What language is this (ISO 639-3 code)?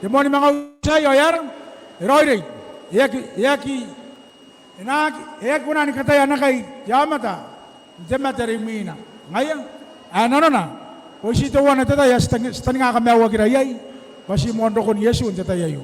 gil